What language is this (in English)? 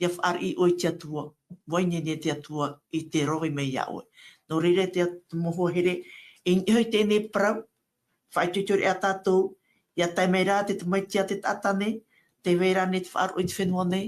Tahitian